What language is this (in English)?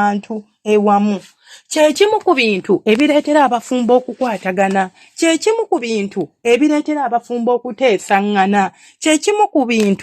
Ganda